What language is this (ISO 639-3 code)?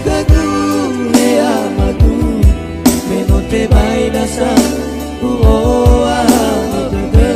nia